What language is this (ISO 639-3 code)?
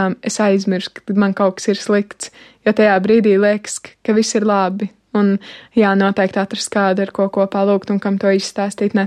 lav